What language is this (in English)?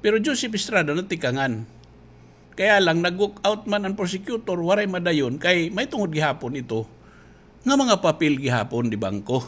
Waray